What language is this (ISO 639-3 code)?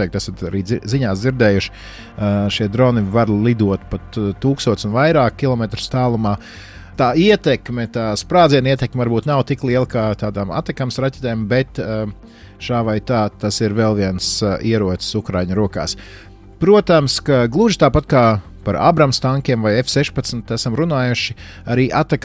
lav